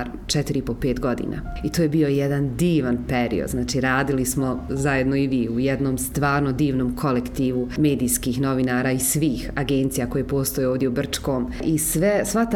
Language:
Bosnian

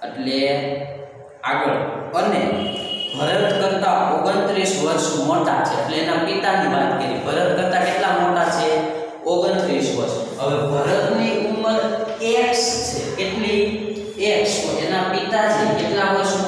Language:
Gujarati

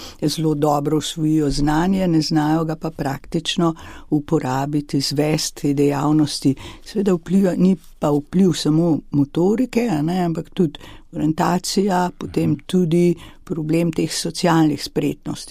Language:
Slovenian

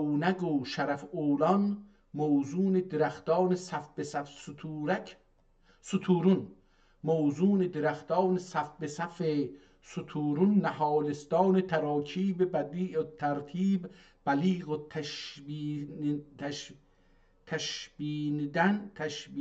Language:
South Azerbaijani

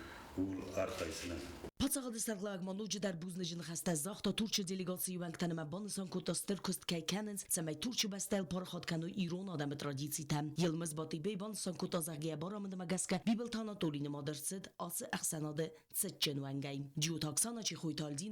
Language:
Ossetic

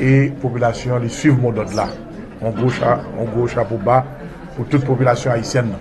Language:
Haitian Creole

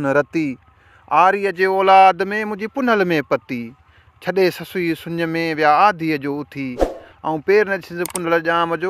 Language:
Sindhi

